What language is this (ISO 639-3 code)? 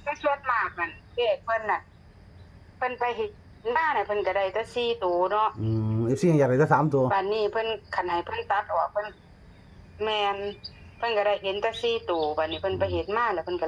tts